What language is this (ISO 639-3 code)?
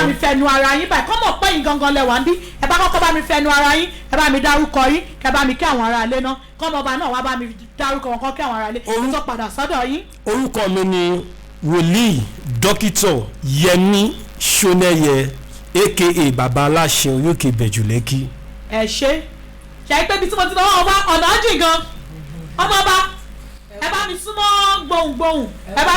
yor